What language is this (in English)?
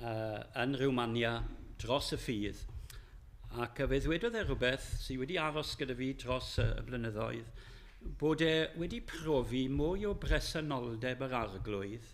Welsh